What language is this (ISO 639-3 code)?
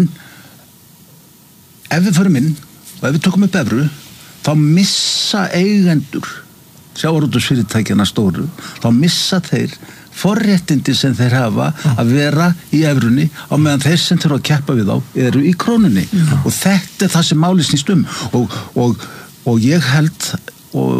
isl